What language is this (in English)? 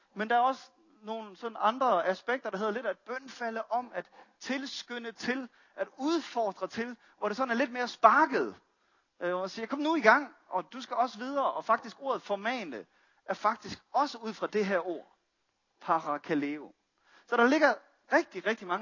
Danish